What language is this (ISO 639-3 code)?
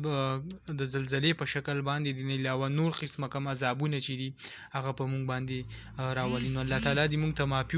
pus